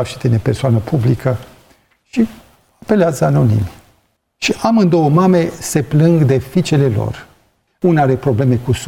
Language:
Romanian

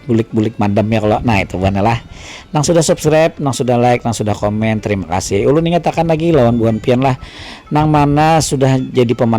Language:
Banjar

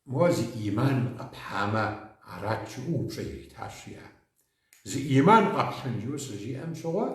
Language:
Kabardian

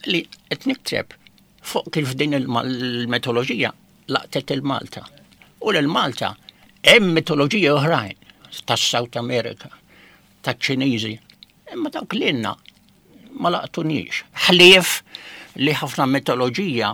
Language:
Maltese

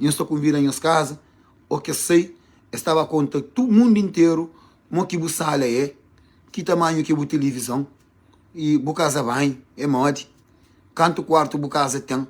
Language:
Kabuverdianu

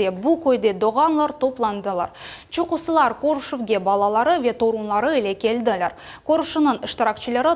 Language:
Crimean Tatar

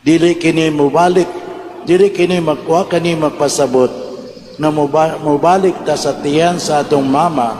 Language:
Cebuano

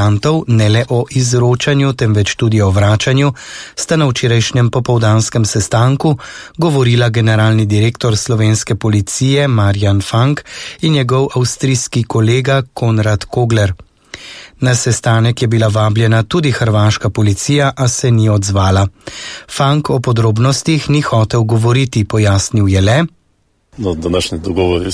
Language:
Slovenian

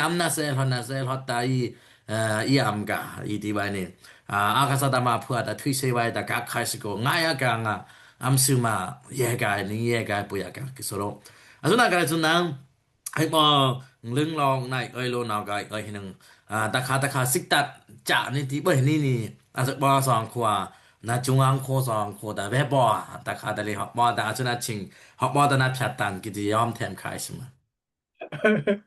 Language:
Dimasa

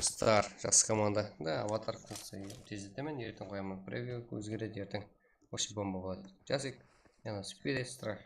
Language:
Kara-Kalpak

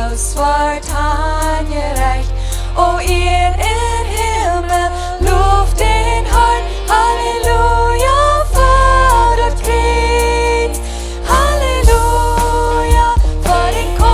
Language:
Plautdietsch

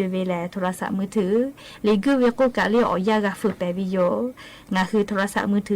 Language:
Lahu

